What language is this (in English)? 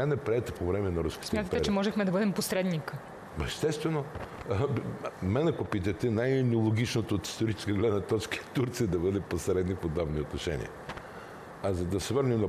Bulgarian